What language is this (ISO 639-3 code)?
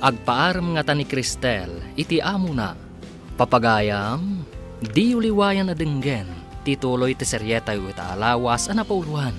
ilo